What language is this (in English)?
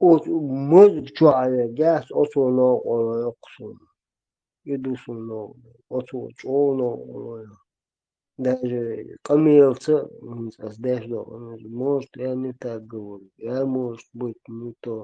Chechen